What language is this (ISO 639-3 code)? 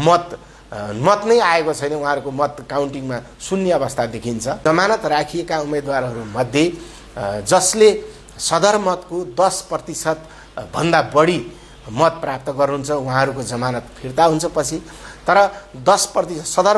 nep